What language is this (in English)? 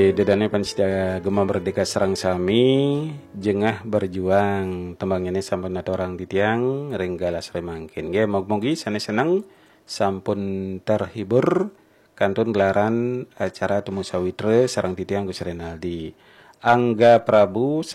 Balinese